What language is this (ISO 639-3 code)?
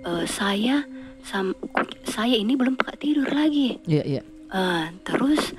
mfp